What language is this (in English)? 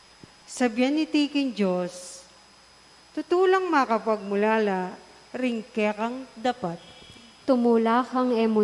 Pampanga